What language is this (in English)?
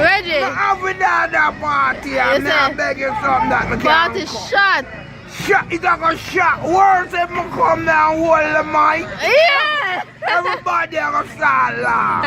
Jamaican Creole English